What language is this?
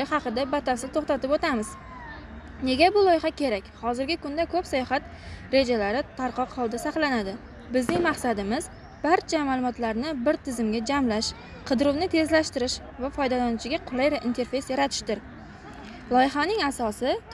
Uzbek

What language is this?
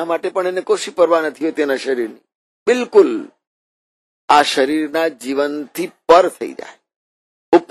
Gujarati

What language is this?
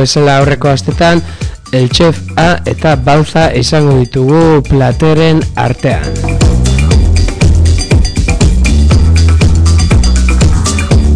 Basque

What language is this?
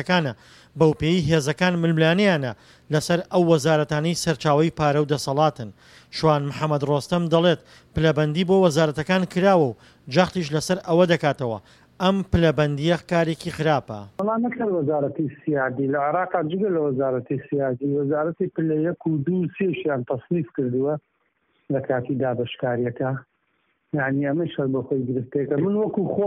Central Kurdish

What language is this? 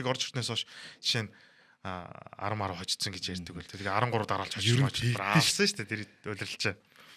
Mongolian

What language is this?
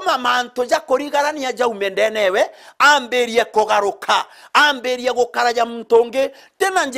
Meru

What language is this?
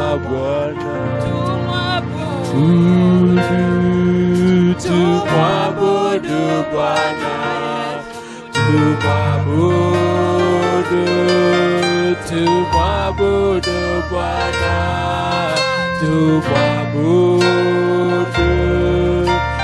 Swahili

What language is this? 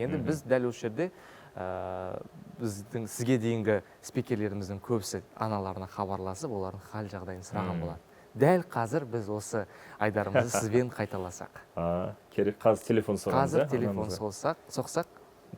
Kazakh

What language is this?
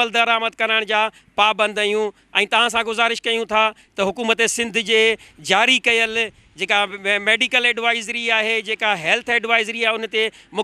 Sindhi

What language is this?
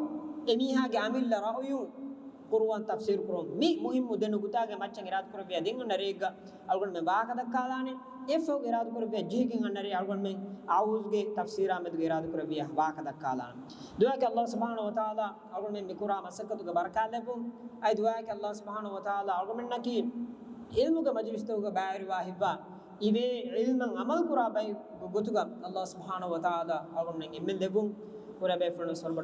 Divehi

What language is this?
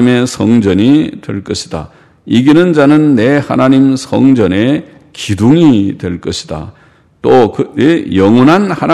Korean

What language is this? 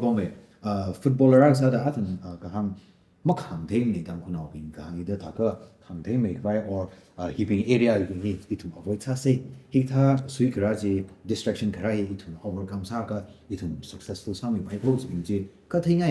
Tangkhul Naga (India)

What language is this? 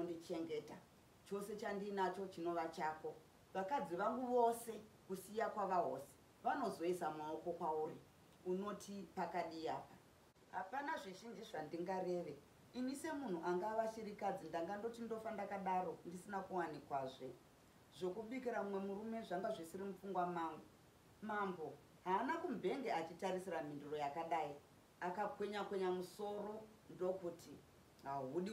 Shona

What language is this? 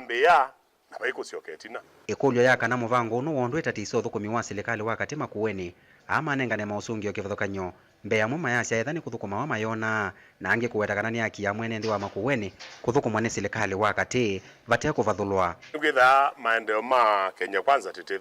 Kamba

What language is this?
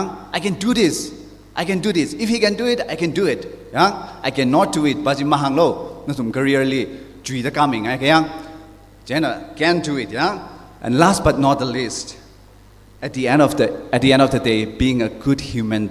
Tangkhul Naga (India)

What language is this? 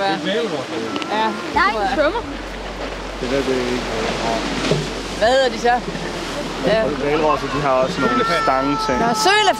Danish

